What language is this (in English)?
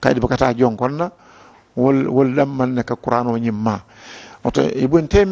Mandingo